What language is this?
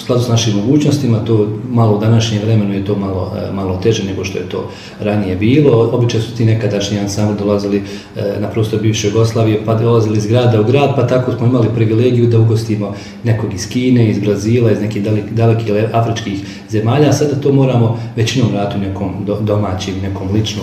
Bosnian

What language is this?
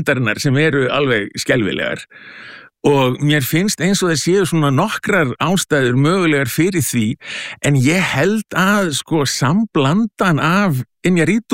Icelandic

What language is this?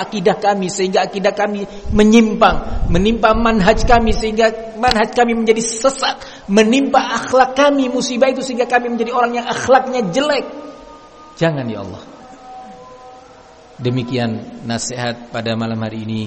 Indonesian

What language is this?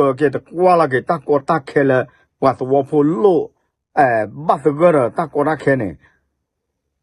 S'gaw Karen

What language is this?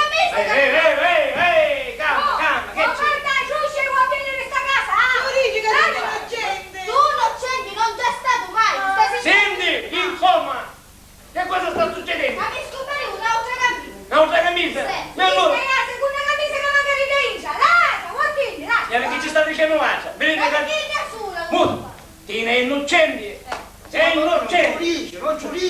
Sicilian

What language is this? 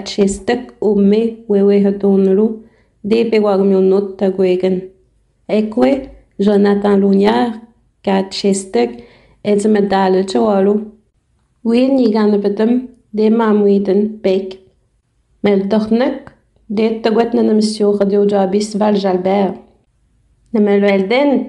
Innu-aimun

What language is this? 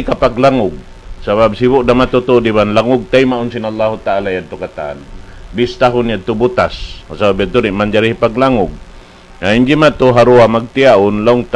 Tausug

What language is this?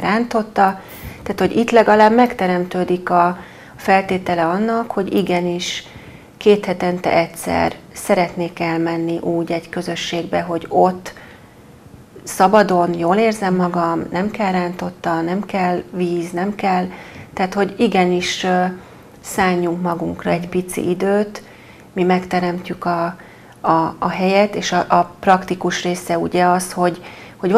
Hungarian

